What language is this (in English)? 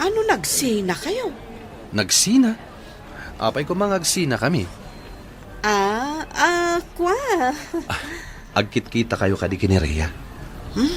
Iloko